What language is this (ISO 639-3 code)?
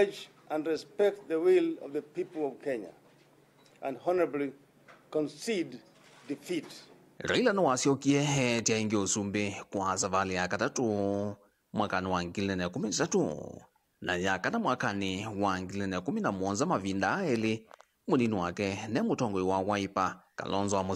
kam